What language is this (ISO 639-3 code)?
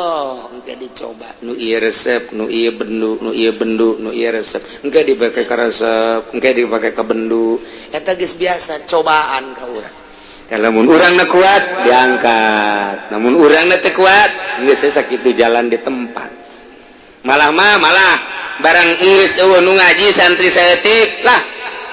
sun